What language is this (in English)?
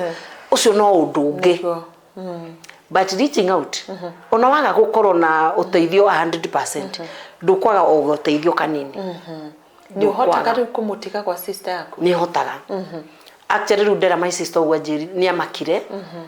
Kikuyu